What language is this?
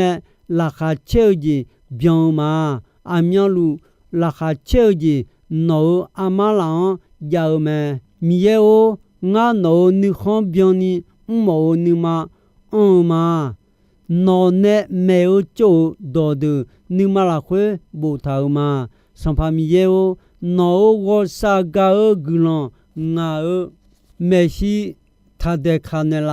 Akha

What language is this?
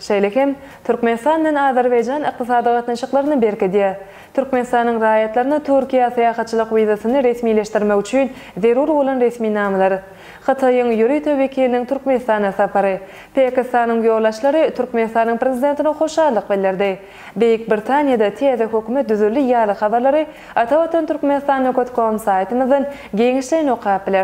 Turkmen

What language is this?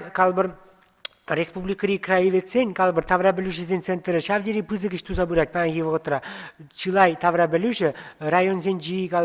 Chuvash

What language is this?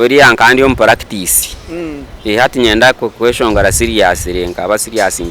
Nyankole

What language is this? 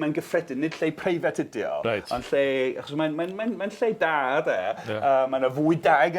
Welsh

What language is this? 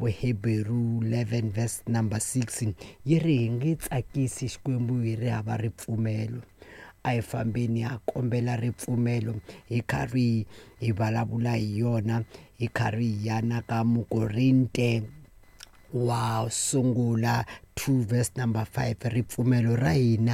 Tsonga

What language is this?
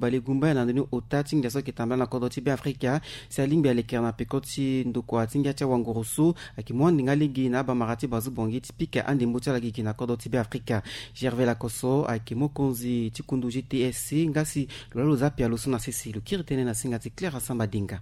Sango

